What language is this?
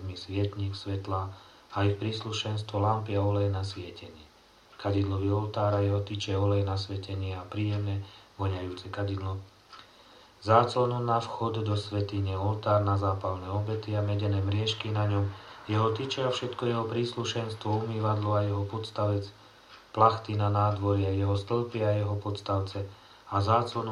Slovak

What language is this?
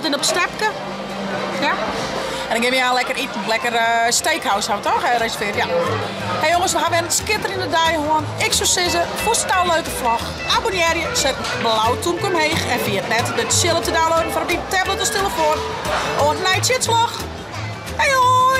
Western Frisian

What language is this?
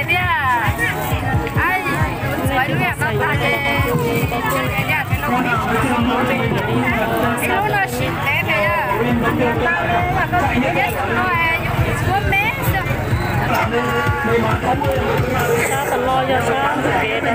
Vietnamese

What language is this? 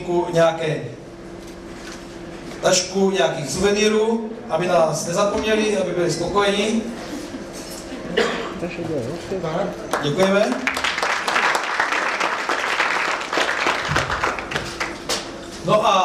Czech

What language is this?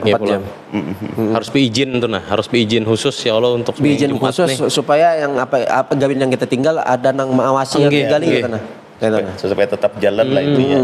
Banjar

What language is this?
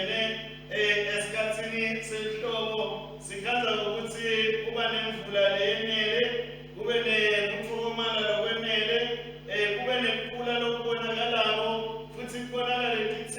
Swati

